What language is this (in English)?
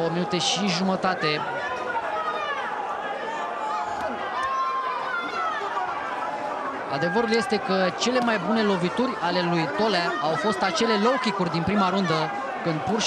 Romanian